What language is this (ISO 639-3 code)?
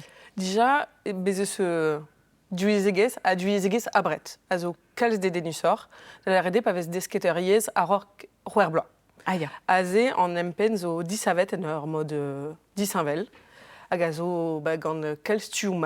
bre